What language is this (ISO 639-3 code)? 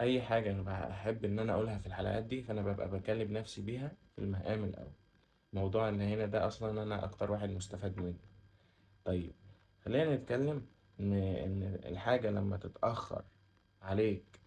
arz